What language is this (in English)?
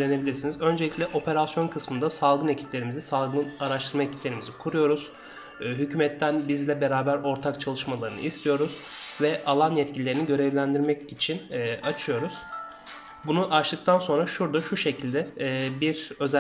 Turkish